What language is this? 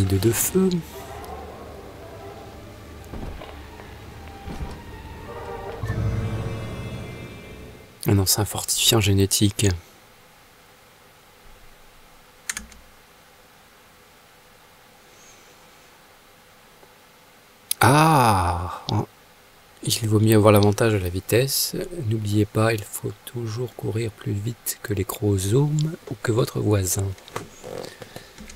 French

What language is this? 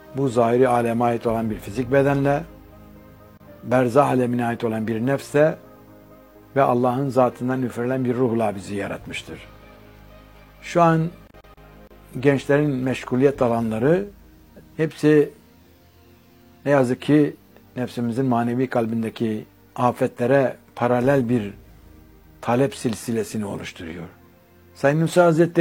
Turkish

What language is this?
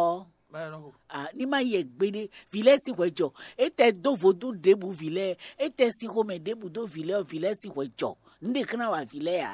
Fon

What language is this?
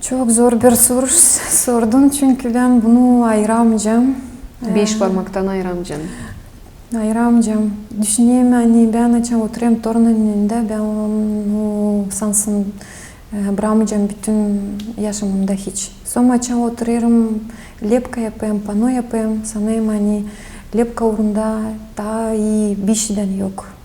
Gagauz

